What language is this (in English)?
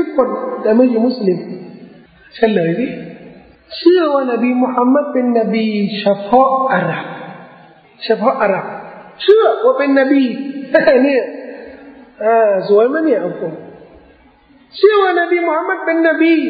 Thai